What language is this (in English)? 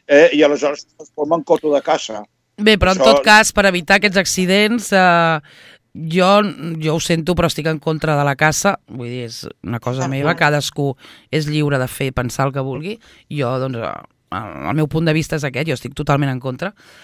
Catalan